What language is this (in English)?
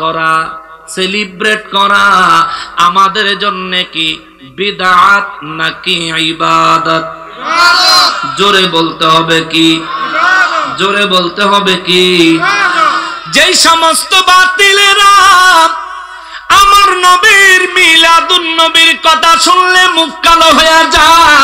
Bangla